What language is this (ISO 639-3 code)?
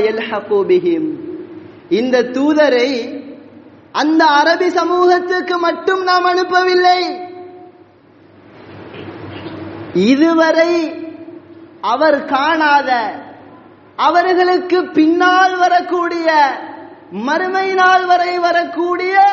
tam